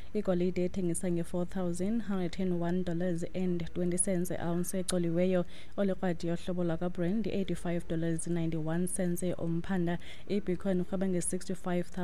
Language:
Xhosa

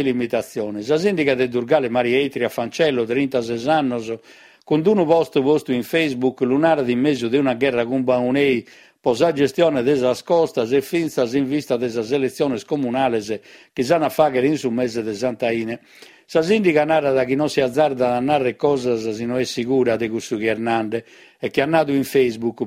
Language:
Sardinian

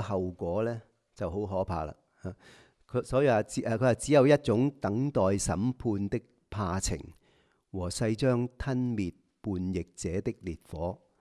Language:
Cantonese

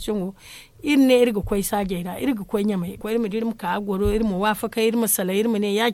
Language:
Zarma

